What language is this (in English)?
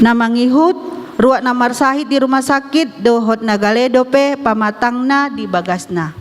Batak Toba